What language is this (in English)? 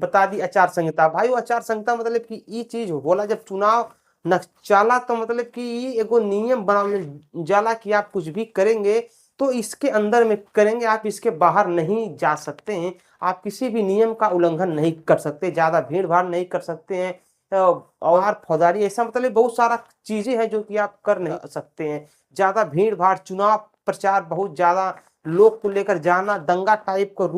Bhojpuri